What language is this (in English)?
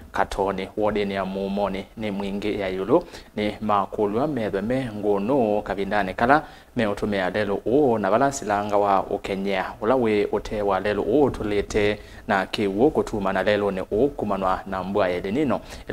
Kamba